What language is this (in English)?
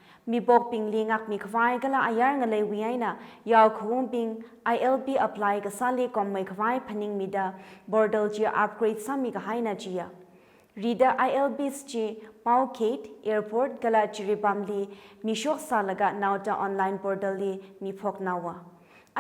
Tangkhul Naga (India)